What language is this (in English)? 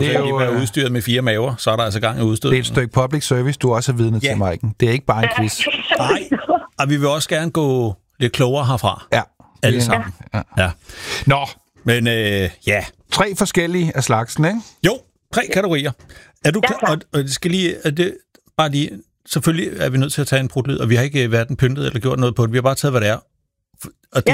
Danish